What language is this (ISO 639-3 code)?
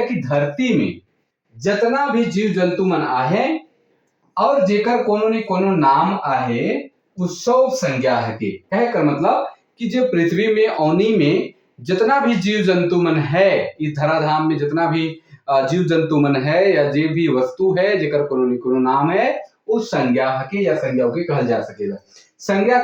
sck